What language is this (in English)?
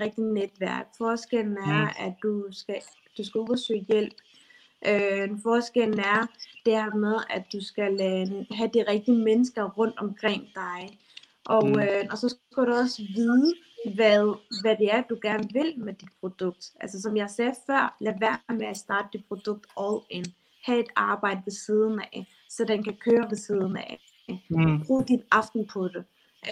Danish